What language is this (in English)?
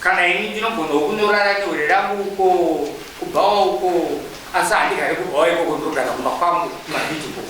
Shona